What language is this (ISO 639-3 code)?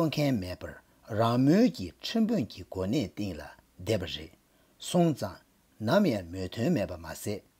bod